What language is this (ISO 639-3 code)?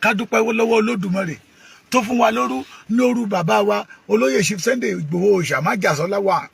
yor